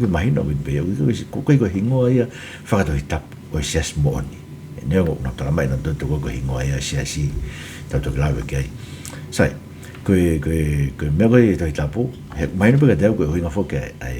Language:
Tongan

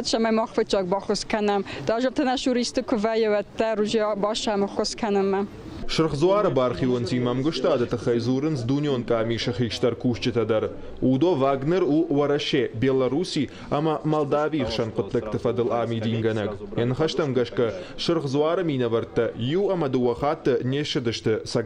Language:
Ossetic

